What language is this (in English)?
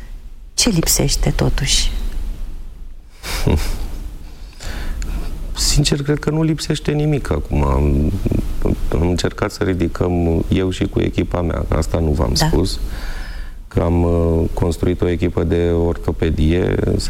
Romanian